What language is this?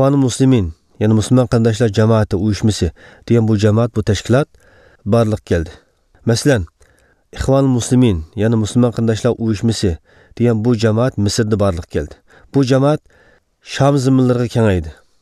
Uyghur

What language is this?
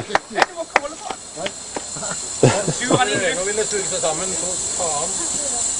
Norwegian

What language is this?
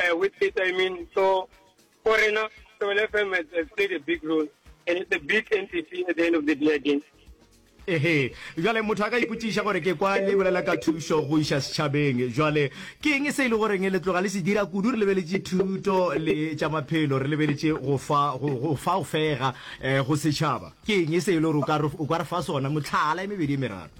Northern Sotho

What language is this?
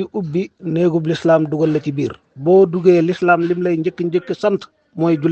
Wolof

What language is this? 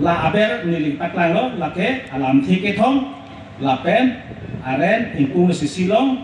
Karbi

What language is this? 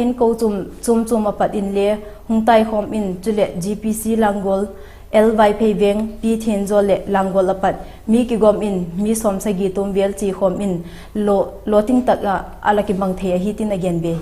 Vaiphei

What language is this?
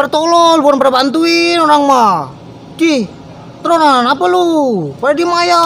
Betawi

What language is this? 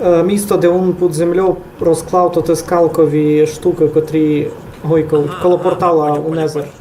Rusyn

